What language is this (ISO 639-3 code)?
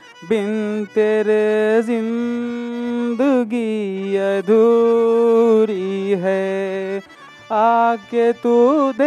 bho